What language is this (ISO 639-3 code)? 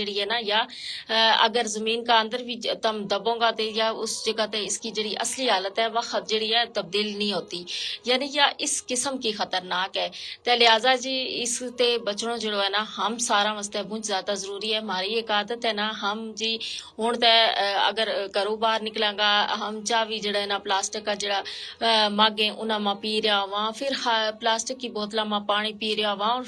gju